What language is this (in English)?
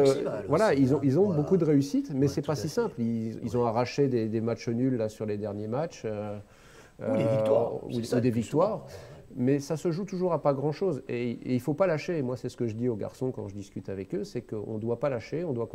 French